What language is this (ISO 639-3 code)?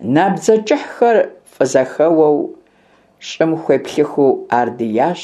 kbd